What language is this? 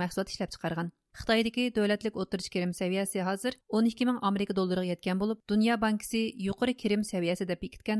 Uyghur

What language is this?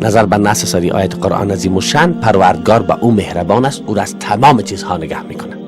Persian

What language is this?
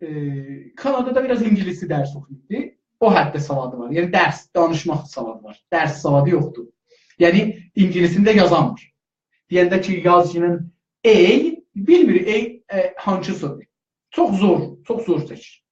South Azerbaijani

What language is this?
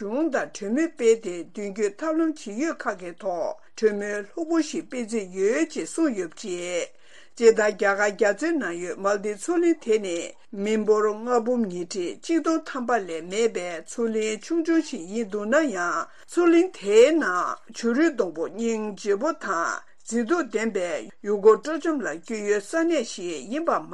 Tibetan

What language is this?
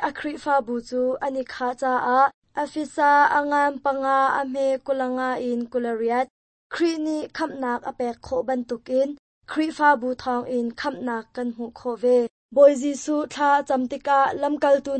Hakha Chin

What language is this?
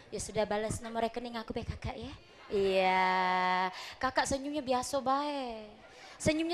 Musi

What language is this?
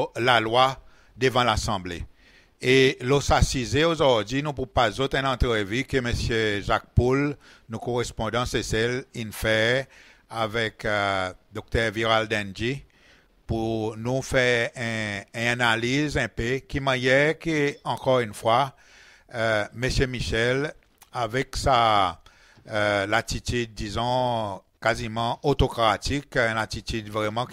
Seselwa Creole French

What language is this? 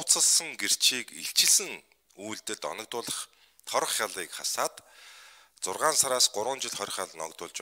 Mongolian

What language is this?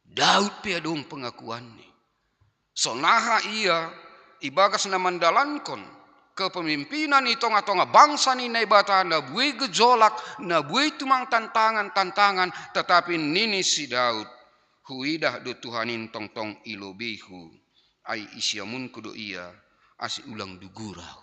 Batak Simalungun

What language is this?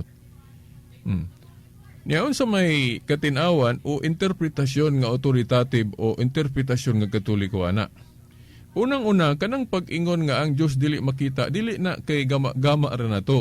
Cebuano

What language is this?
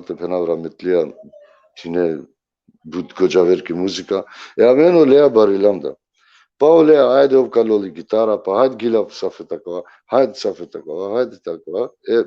Balkan Romani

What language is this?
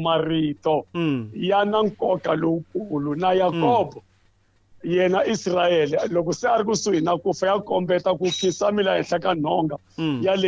Tsonga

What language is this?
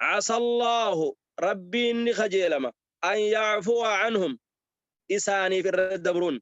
Oromo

